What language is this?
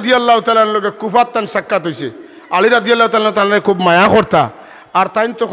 Sylheti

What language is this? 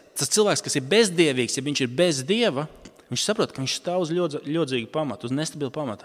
Latvian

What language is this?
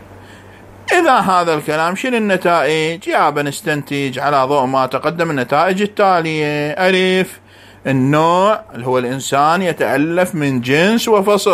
Moroccan Arabic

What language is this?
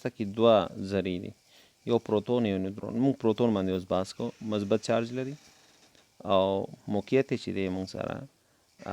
Pashto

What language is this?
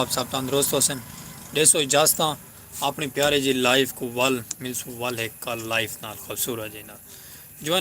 Saraiki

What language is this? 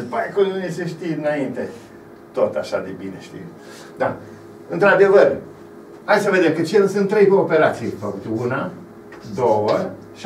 Romanian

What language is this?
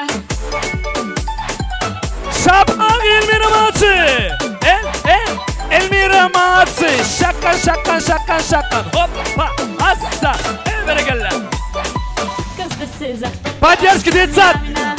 Kazakh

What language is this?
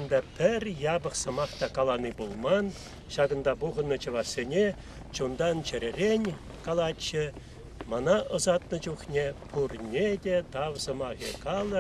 Chuvash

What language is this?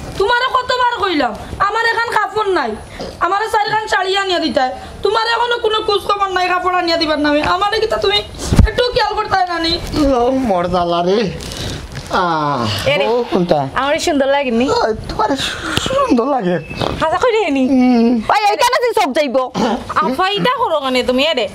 Sylheti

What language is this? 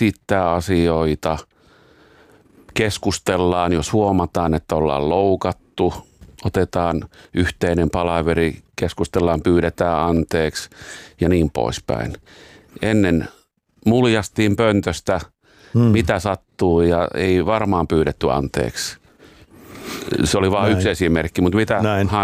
Finnish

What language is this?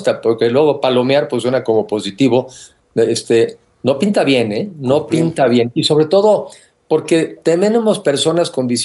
Spanish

